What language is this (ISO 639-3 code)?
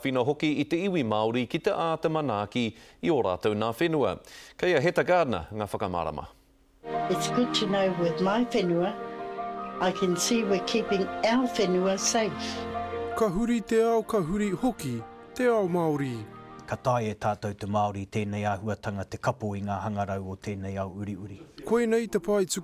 mri